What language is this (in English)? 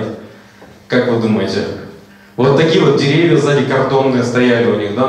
Russian